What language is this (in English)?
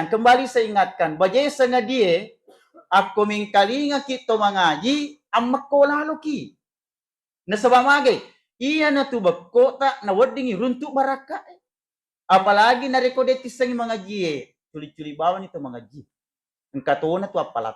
Buginese